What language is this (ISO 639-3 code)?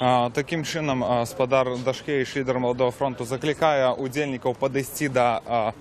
bel